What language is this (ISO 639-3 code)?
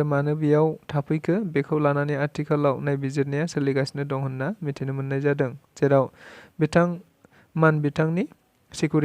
brx